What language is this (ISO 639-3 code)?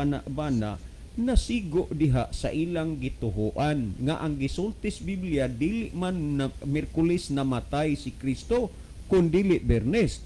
ceb